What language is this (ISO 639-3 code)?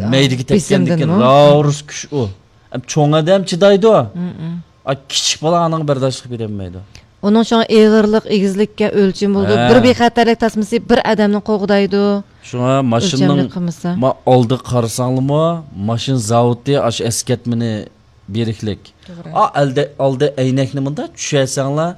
uig